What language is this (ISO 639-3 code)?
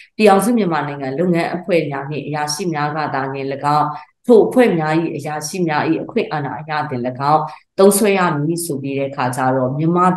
mya